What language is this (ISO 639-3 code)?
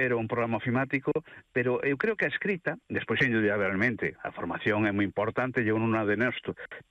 glg